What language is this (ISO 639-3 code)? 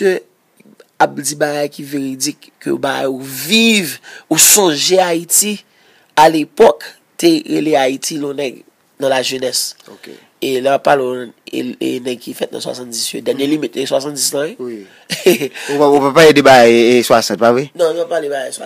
hat